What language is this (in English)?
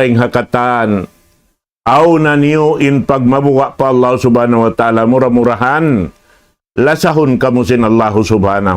Tausug